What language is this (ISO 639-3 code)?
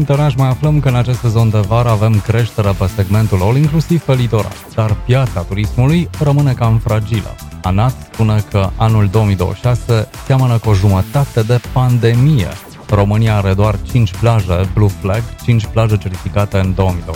ron